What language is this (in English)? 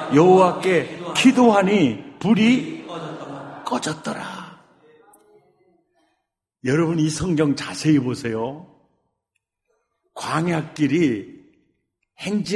Korean